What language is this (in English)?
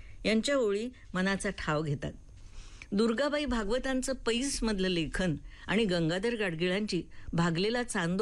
Marathi